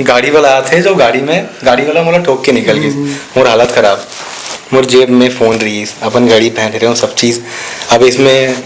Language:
Chhattisgarhi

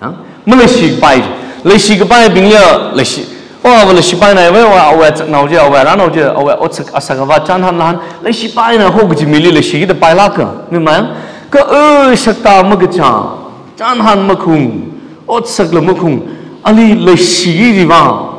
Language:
Tangkhul Naga (India)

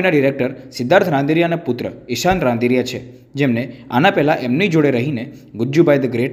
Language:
Gujarati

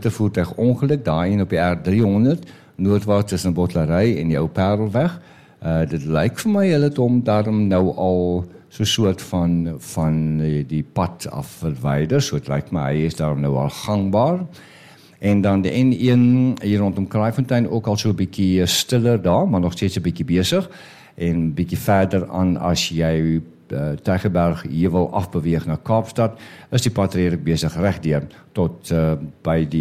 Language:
Afrikaans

